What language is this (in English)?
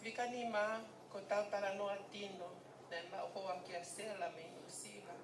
Tongan